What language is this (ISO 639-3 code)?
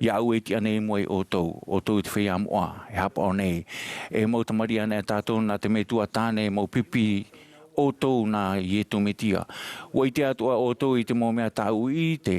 tah